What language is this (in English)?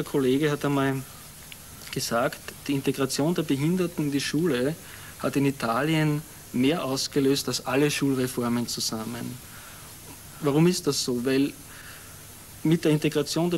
German